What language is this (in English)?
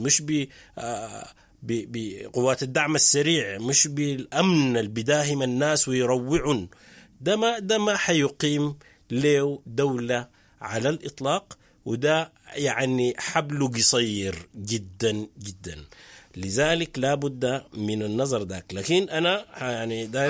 Sudanese Arabic